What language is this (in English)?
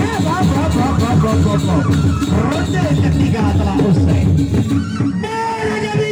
Sasak